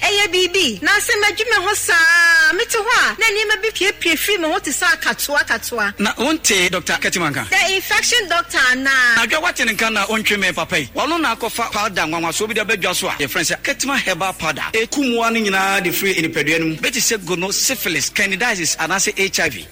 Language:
Akan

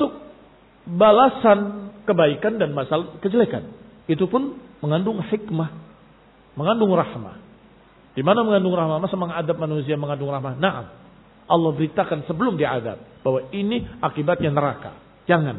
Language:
Indonesian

